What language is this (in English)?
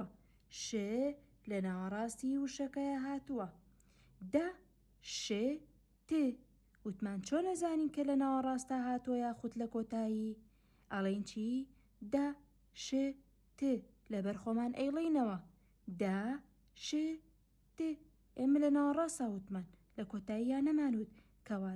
Central Kurdish